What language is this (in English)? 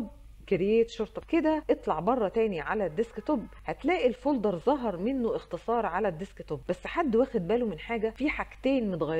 Egyptian Arabic